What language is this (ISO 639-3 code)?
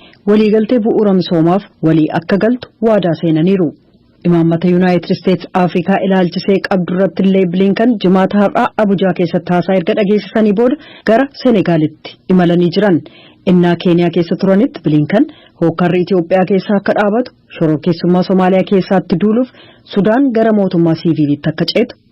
orm